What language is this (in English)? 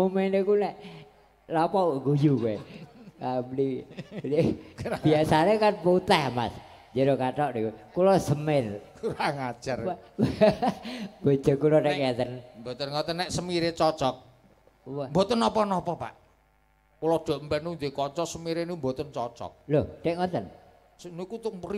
Javanese